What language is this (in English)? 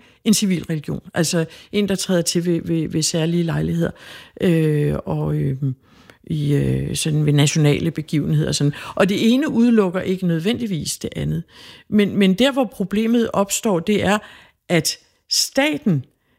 Danish